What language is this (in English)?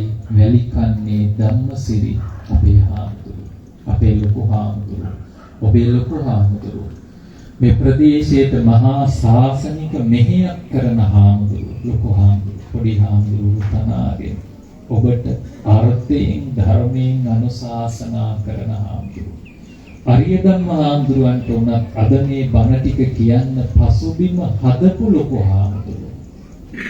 Sinhala